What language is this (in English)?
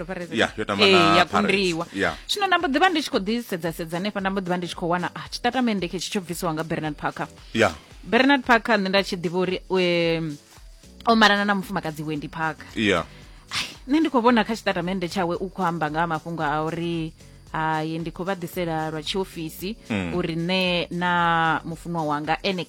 Venda